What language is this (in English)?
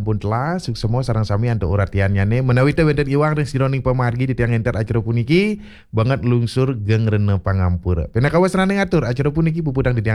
Balinese